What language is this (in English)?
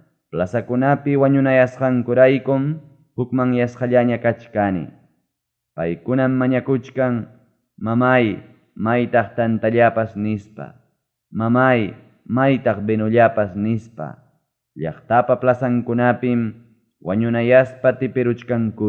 Ayacucho Quechua